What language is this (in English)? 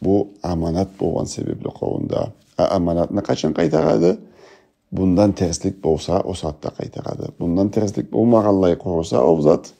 Karachay-Balkar